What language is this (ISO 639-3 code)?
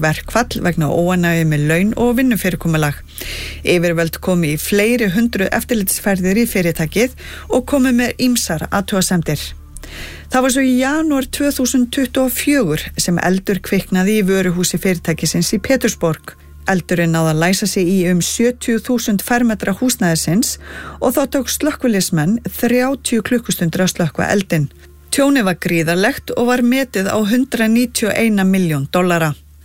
isl